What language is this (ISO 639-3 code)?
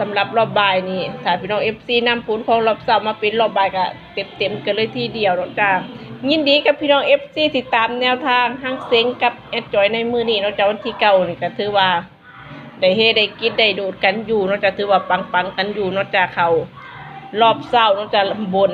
tts